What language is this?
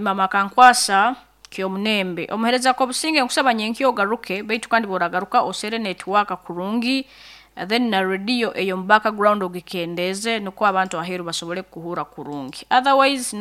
Nyankole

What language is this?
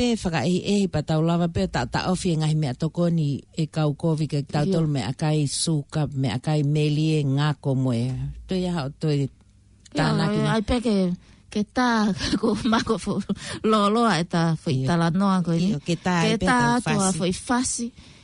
Tongan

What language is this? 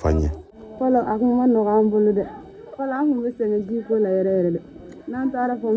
Bambara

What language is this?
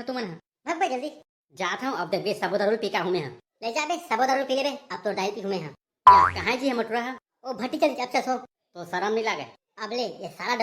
Chhattisgarhi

